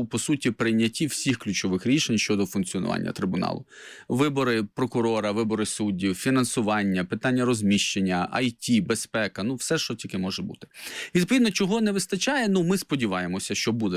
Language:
Ukrainian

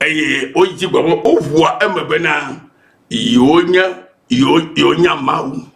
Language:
Ewe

